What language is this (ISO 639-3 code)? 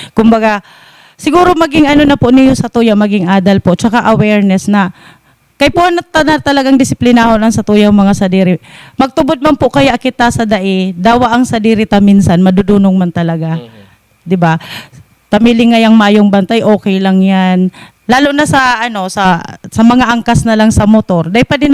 bik